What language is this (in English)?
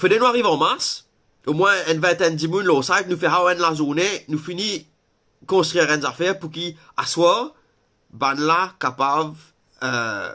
Morisyen